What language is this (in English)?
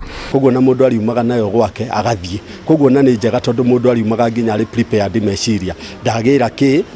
Kikuyu